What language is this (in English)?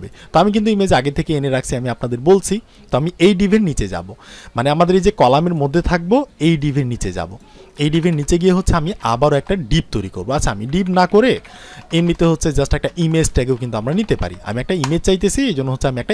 Bangla